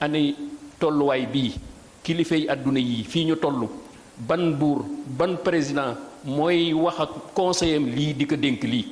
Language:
Wolof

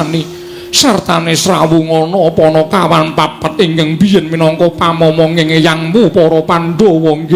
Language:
Javanese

